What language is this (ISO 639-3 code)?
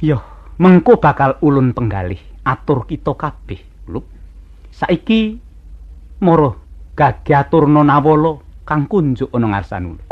jav